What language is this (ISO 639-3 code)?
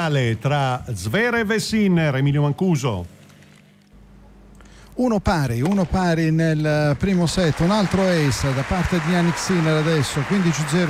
ita